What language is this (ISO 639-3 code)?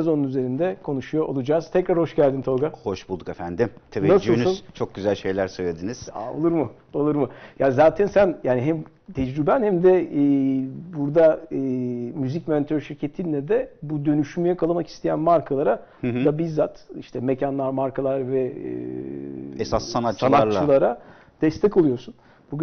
tur